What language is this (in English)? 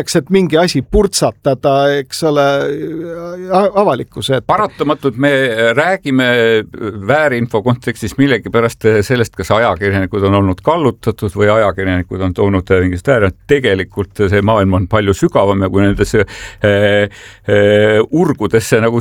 Estonian